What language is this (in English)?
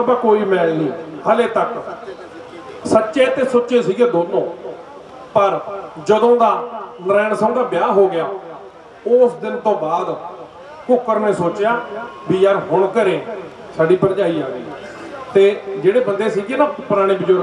Punjabi